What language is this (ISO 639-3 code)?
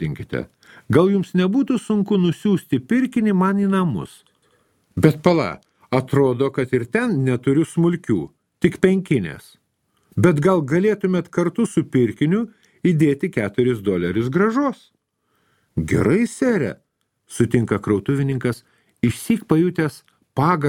lit